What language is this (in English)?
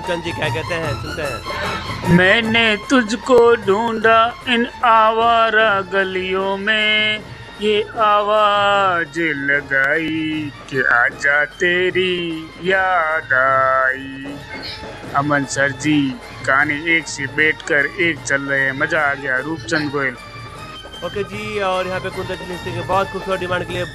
Hindi